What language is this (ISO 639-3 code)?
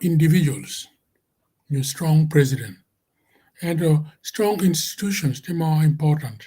ach